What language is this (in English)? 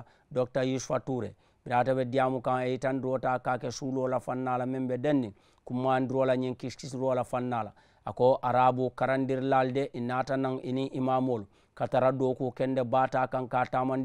Mandingo